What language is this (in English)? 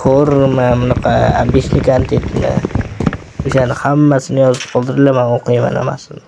Uzbek